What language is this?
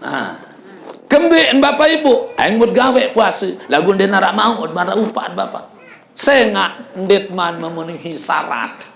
Sasak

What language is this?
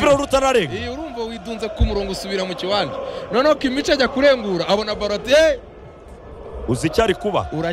Kinyarwanda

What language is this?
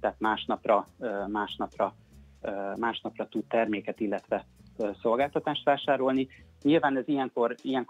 Hungarian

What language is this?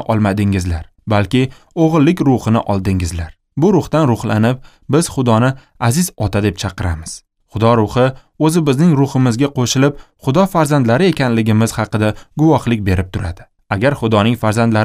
Uzbek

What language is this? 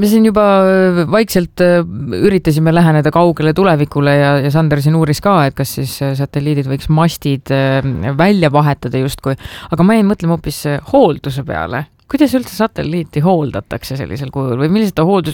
Estonian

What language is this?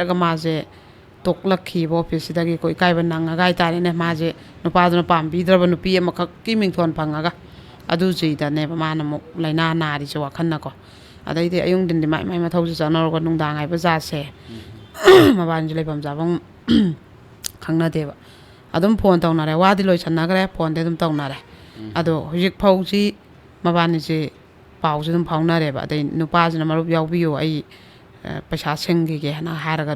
Manipuri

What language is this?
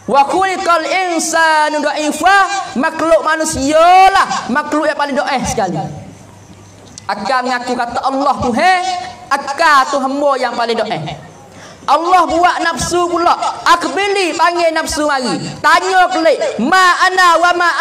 Pattani Malay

